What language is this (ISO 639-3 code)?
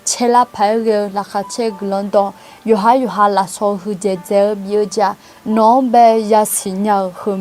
ahk